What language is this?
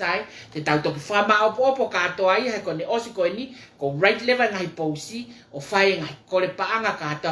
Tongan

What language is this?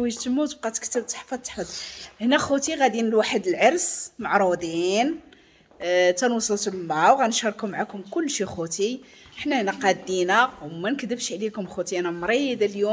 Moroccan Arabic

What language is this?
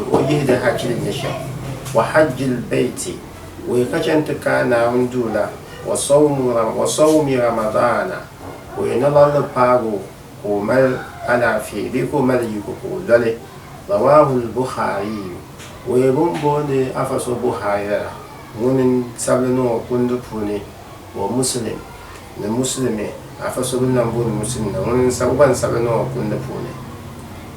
Dagbani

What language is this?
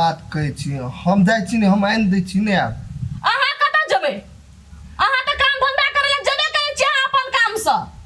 Maithili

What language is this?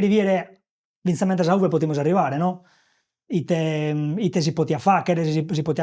Sardinian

